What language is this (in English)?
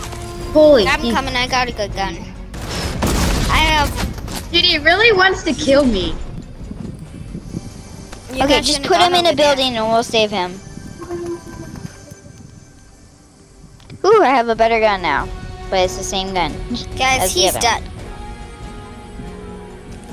English